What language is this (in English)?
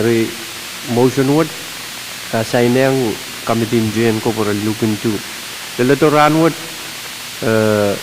Pohnpeian